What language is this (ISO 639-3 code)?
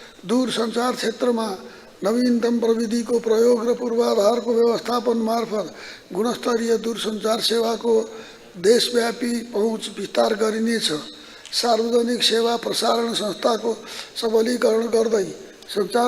nep